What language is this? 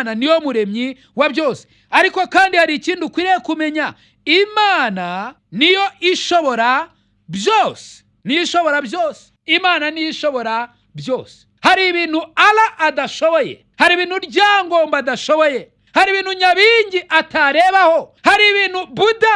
Kinyarwanda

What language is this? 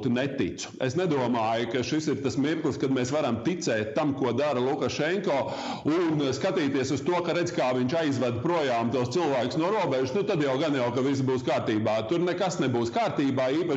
Latvian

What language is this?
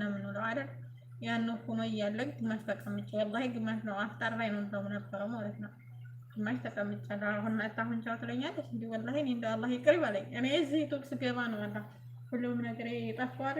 Amharic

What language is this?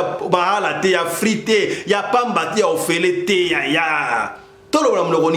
Lingala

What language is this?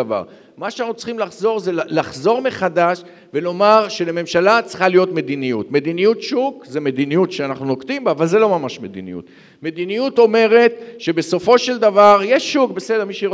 Hebrew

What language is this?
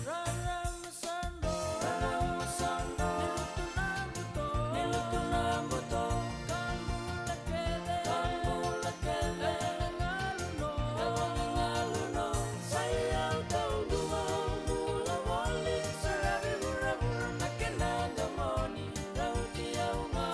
Fijian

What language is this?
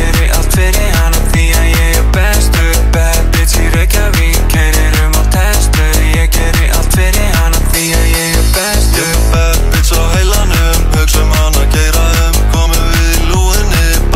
Icelandic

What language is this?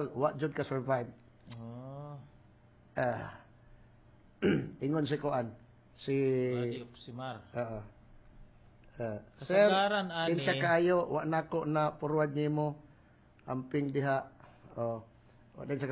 Cebuano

